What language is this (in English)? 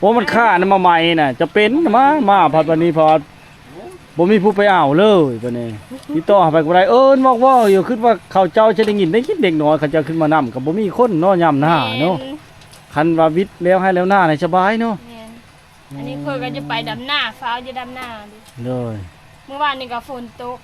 Lao